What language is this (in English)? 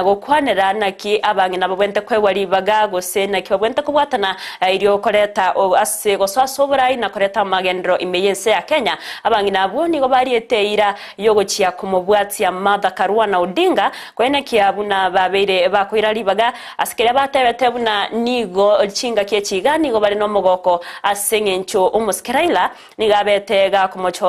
Gusii